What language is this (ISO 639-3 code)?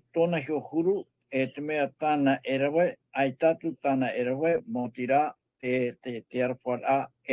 tah